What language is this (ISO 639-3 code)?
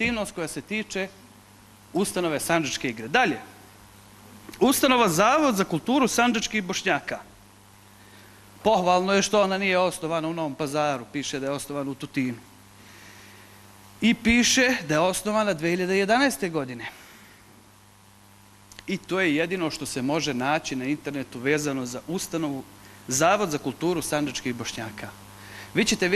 bos